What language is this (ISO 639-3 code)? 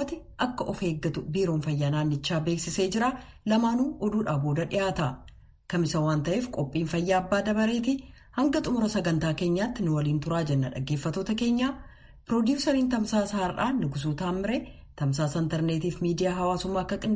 orm